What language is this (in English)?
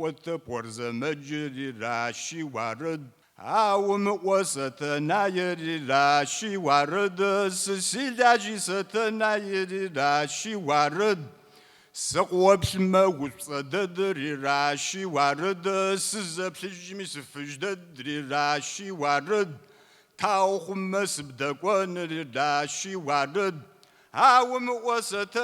Kabardian